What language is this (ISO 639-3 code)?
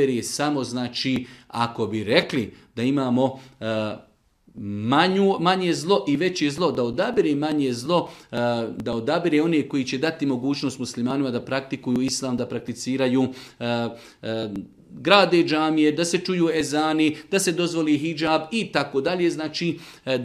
srp